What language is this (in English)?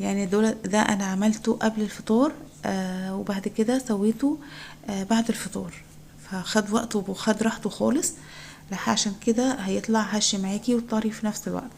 Egyptian Arabic